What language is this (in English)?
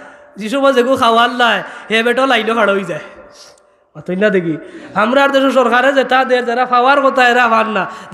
Sylheti